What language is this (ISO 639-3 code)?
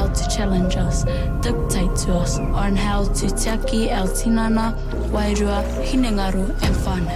mri